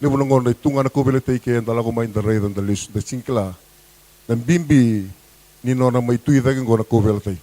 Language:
Fijian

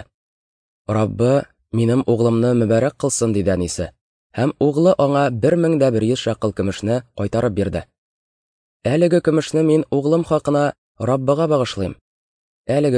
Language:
Tatar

